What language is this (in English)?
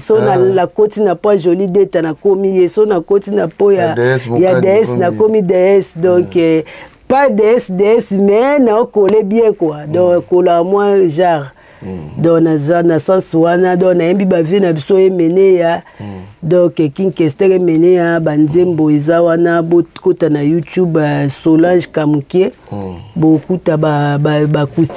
Lingala